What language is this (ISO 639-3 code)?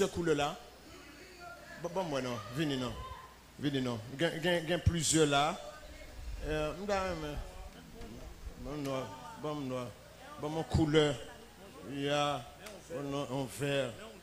fra